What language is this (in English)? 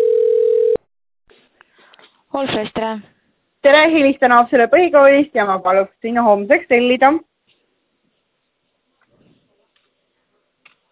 Estonian